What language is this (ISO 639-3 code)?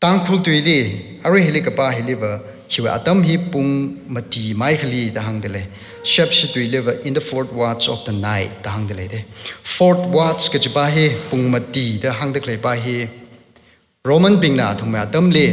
nmf